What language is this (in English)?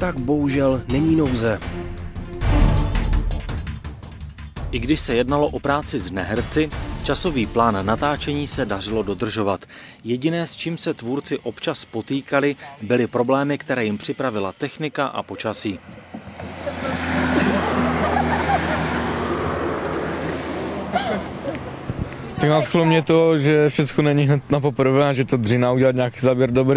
Czech